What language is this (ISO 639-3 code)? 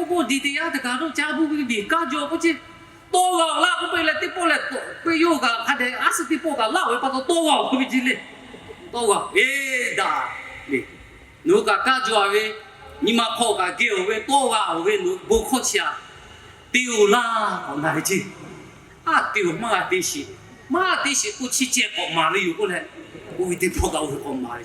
lhu